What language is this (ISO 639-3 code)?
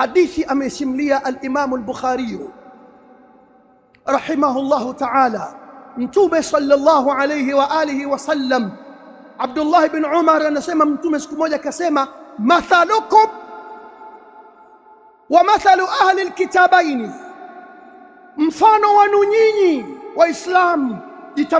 swa